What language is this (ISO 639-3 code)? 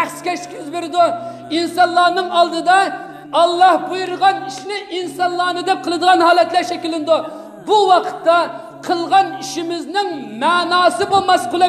uig